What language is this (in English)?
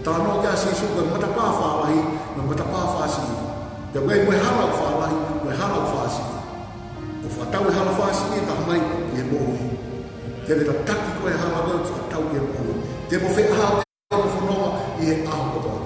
Tongan